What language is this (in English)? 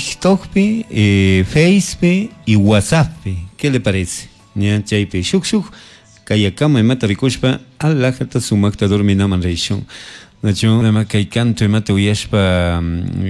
Chimborazo Highland Quichua